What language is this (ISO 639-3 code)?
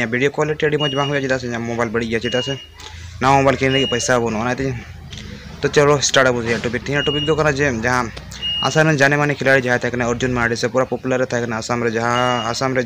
sat